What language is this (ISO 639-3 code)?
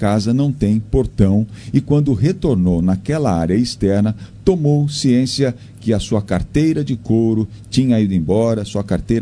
por